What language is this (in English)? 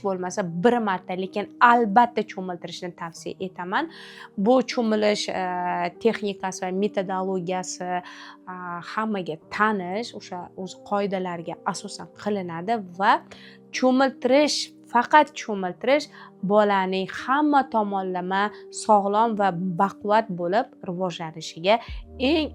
Uzbek